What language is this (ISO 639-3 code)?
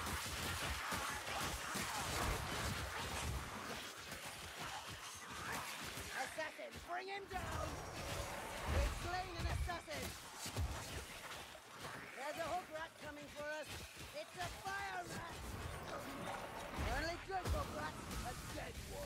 eng